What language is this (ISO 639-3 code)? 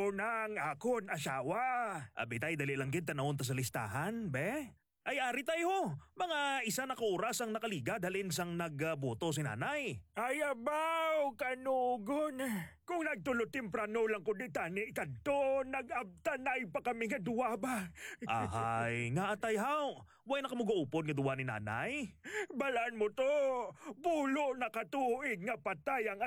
hil